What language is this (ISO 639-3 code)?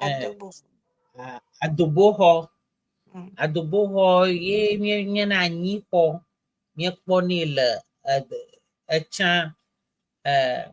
ewe